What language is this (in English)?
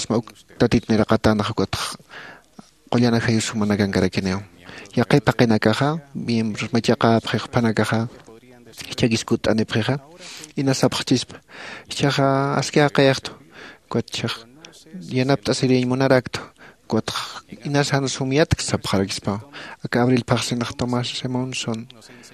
Aymara